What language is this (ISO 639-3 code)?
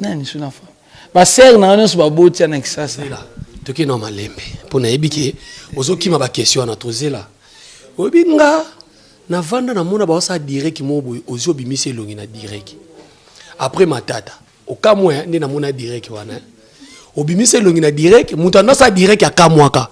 lin